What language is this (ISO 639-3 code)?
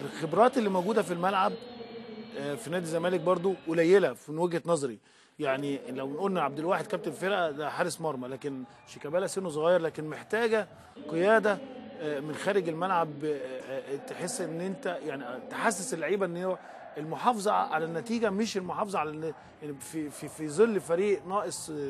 arz